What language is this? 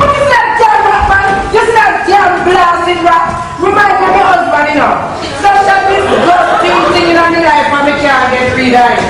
Jamaican Creole English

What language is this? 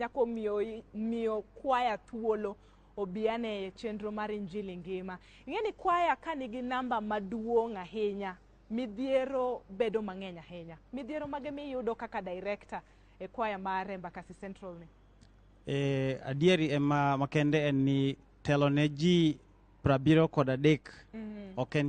Luo (Kenya and Tanzania)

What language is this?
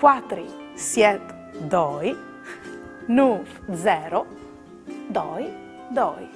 Friulian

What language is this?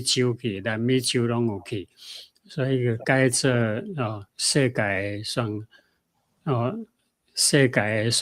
Min Nan Chinese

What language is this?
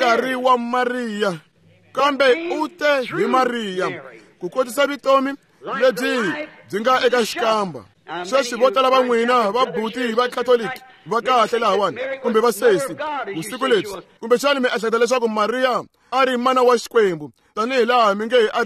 Tsonga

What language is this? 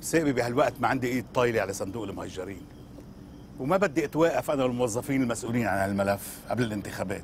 North Levantine Arabic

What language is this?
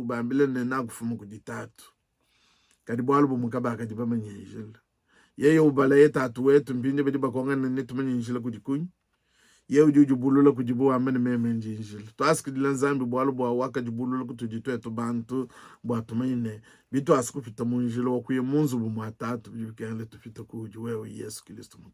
Luba-Lulua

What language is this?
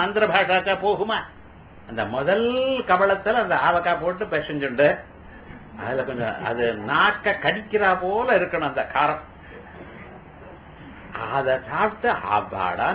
Tamil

